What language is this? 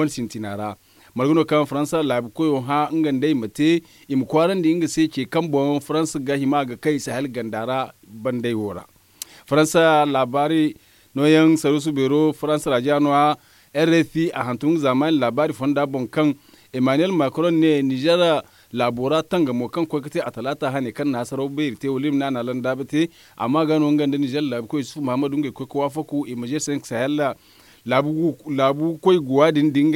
Zarma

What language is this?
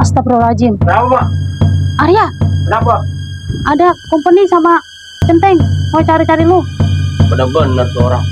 Betawi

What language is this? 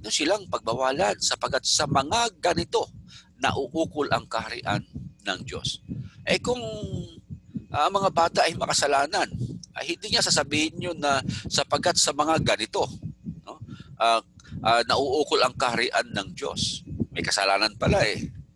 Filipino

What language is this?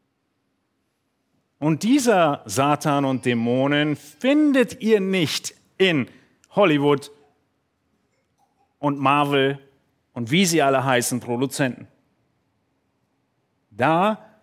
German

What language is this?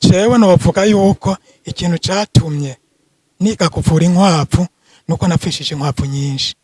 Rundi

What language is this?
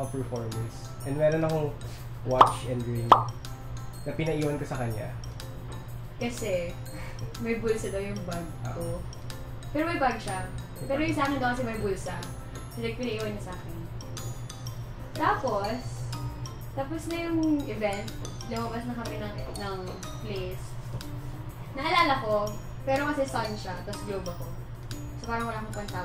Filipino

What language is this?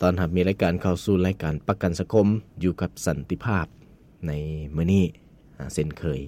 Lao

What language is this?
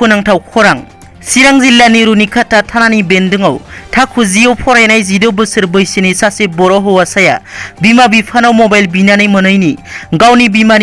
Bodo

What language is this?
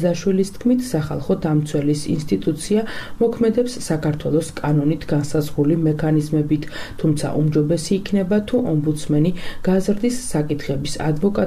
Georgian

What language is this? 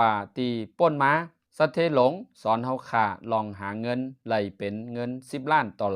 Shan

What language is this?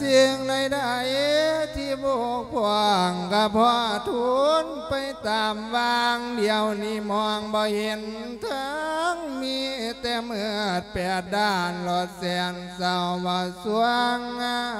Lao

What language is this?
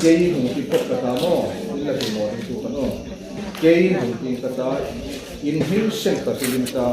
Hmar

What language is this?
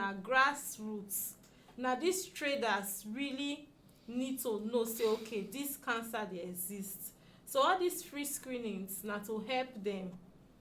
Nigerian Pidgin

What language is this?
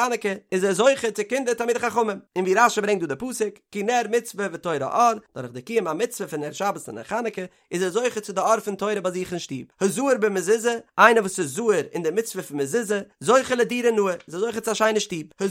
Yiddish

